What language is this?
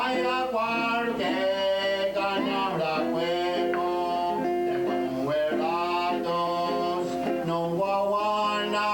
Mohawk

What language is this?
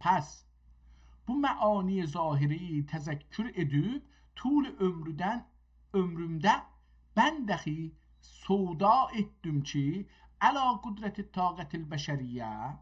South Azerbaijani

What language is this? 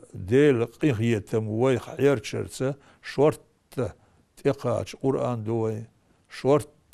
Chechen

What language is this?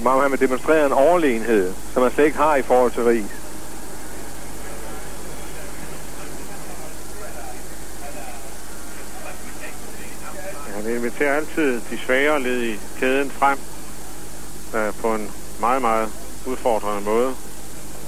Danish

